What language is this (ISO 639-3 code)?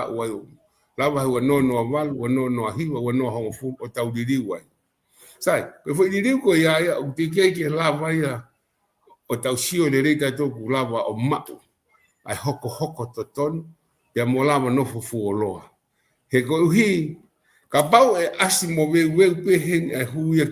ton